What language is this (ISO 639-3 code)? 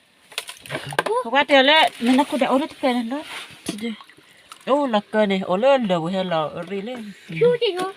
ksw